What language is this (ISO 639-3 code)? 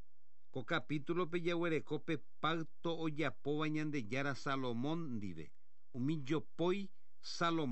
grn